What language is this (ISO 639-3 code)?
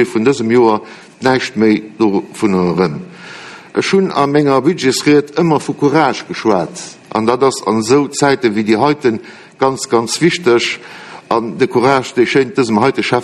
ltz